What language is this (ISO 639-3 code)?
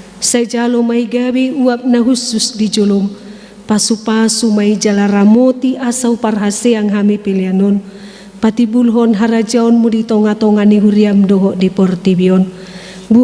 bbc